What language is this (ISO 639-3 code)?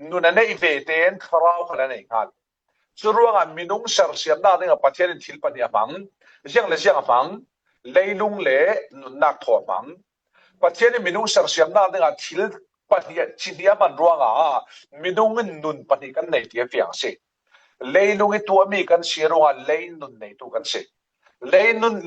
cfm